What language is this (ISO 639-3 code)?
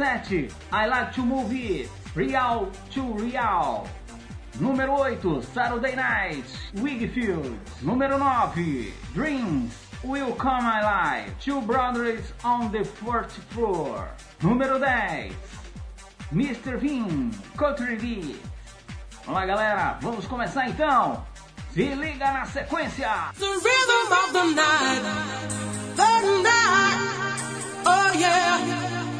por